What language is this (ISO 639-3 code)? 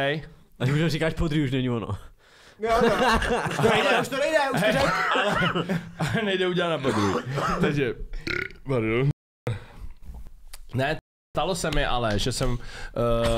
ces